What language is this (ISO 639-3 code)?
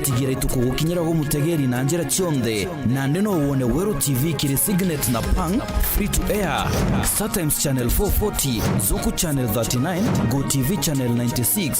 mer